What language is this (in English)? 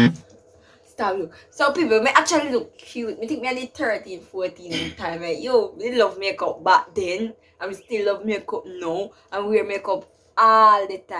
Jamaican Creole English